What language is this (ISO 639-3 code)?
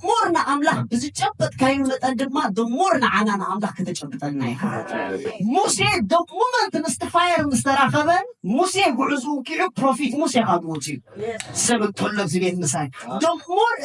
tir